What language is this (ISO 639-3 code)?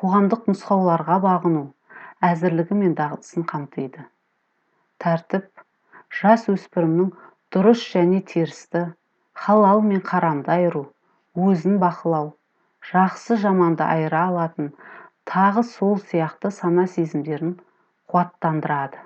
kaz